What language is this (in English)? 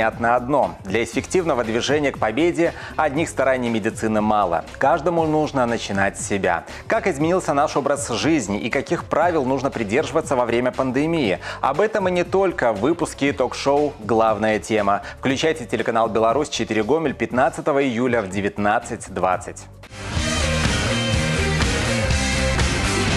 Russian